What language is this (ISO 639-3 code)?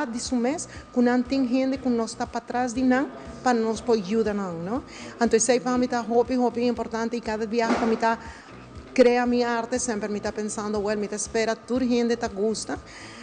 pap